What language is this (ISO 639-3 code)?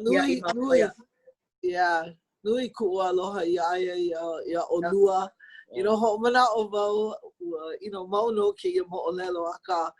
haw